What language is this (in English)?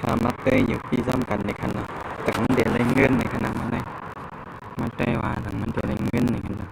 Shan